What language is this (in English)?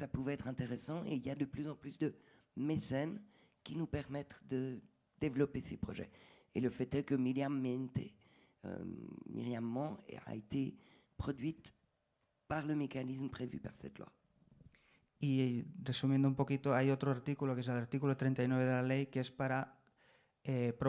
French